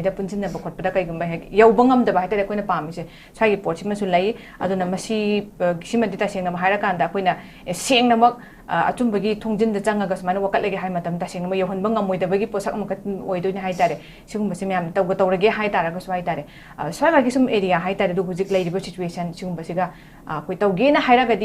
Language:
Manipuri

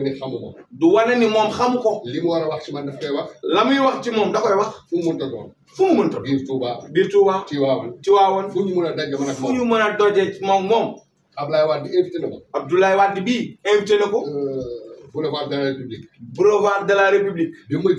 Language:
Wolof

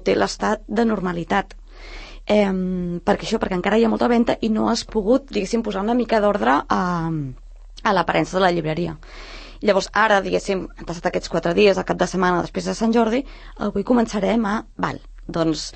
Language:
Catalan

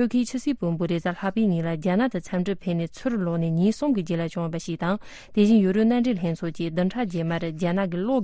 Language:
Tibetan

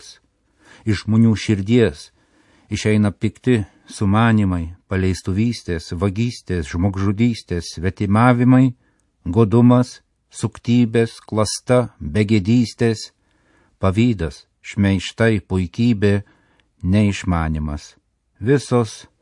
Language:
Lithuanian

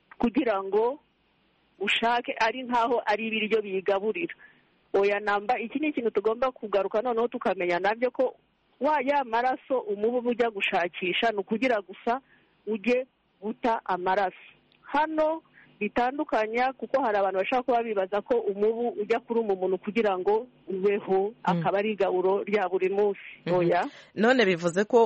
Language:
Kinyarwanda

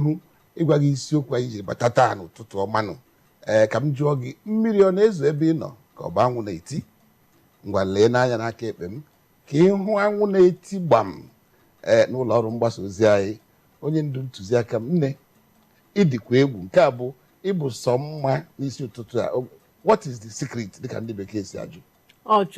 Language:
Igbo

